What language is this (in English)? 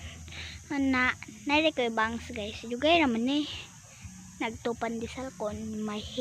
Cebuano